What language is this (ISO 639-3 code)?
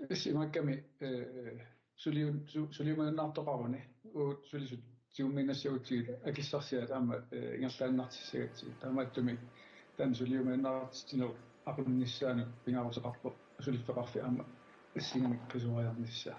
kal